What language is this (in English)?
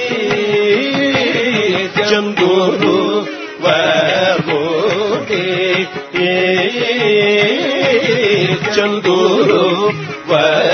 Telugu